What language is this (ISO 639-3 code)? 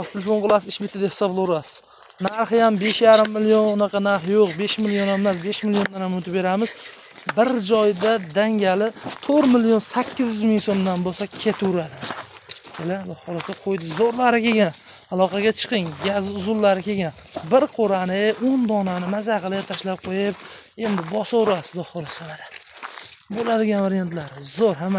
uzb